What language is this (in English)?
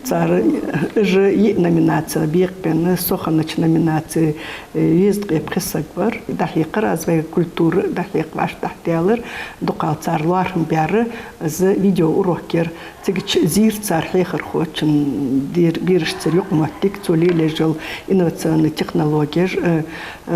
Ingush